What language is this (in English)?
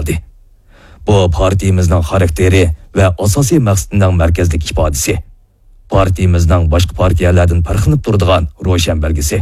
Uyghur